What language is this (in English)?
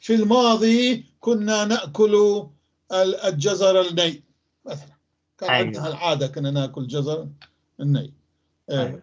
North Levantine Arabic